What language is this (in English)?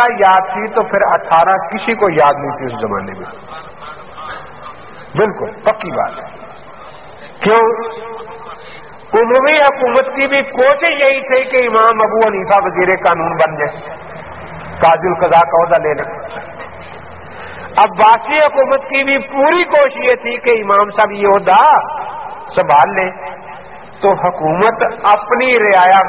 Urdu